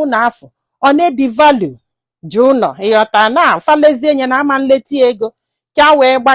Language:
Igbo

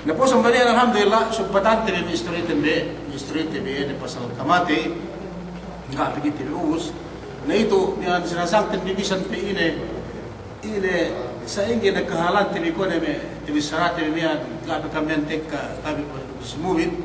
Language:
Yakan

